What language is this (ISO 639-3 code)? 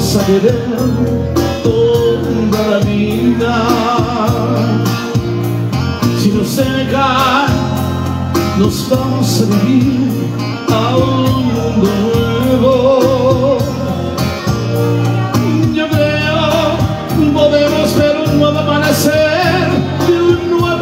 spa